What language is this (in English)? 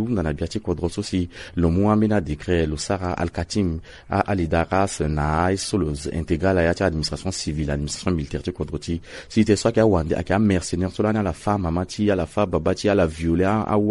Sango